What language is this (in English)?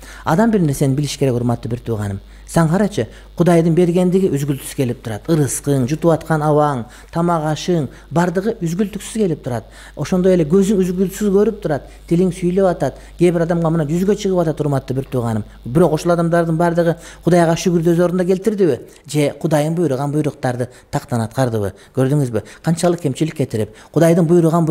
Kyrgyz